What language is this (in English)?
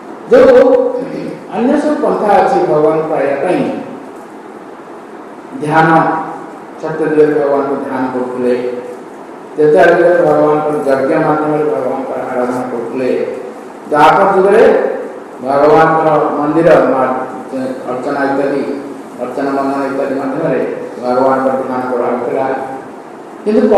Odia